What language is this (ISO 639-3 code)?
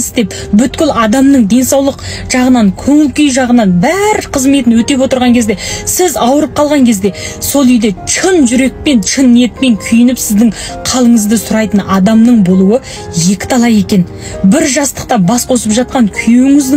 kaz